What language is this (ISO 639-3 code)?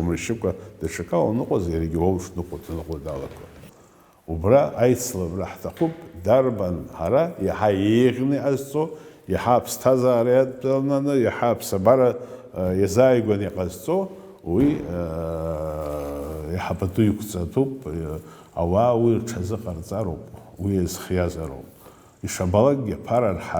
abk